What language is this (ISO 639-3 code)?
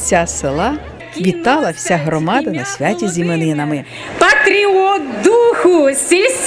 ukr